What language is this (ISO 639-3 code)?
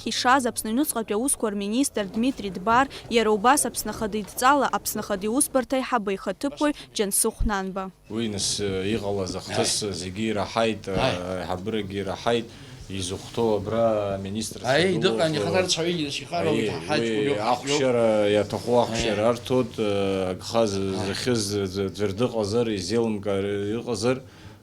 abk